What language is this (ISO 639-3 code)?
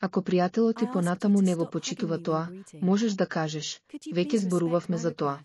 mkd